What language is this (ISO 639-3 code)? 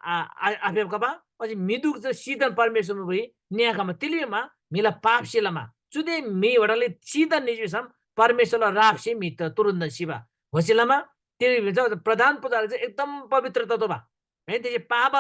taj